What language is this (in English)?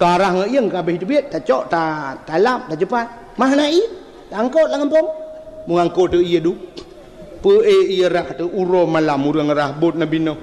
Achinese